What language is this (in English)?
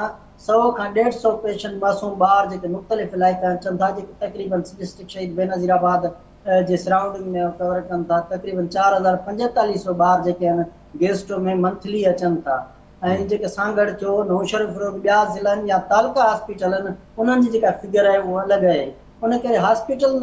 Sindhi